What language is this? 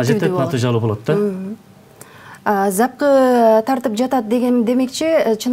Kyrgyz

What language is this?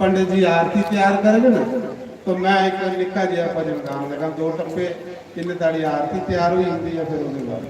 Dogri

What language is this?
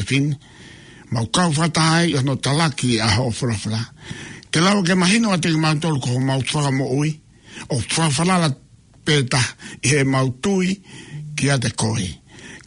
Tongan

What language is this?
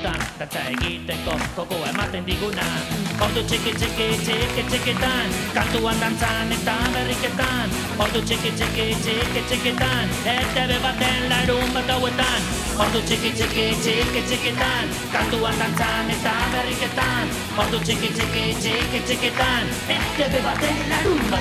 Basque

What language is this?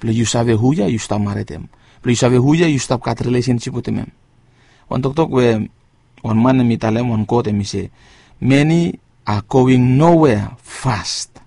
Bislama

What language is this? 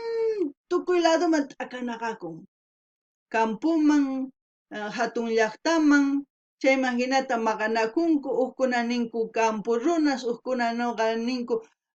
South Bolivian Quechua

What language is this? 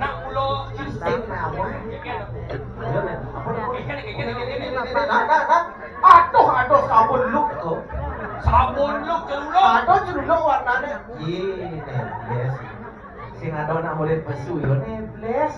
Balinese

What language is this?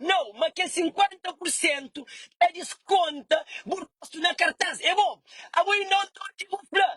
Kabuverdianu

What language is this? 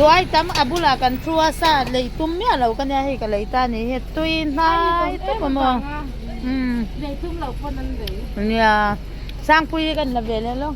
Mizo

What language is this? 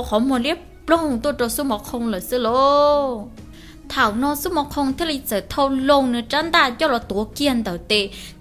Hmong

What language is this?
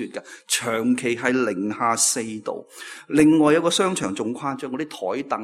Cantonese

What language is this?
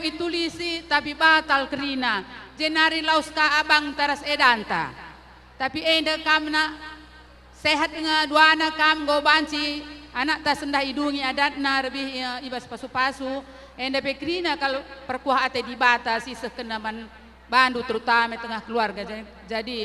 Batak Karo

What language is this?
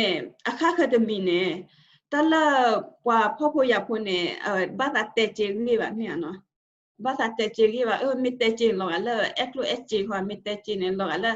S'gaw Karen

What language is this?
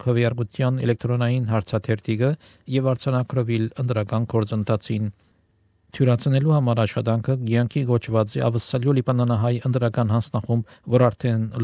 Armenian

